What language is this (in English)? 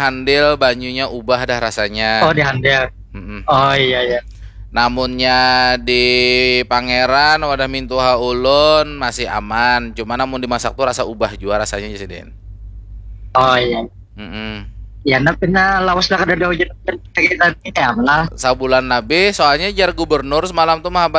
Banjar